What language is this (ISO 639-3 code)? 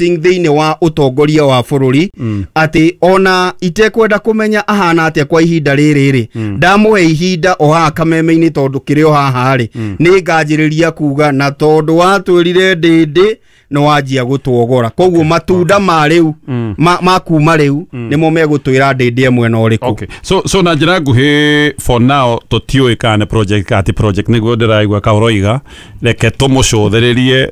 kik